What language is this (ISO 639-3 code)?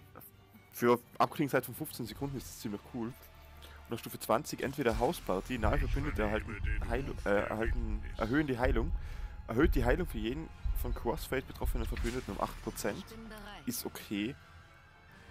deu